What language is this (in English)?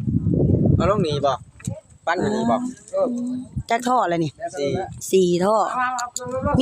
Lao